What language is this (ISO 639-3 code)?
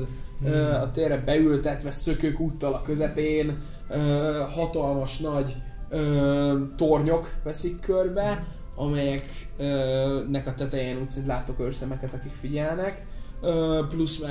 hun